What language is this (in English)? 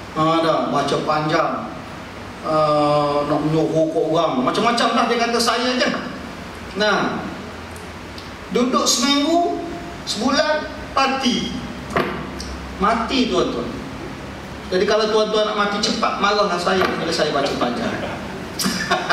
Malay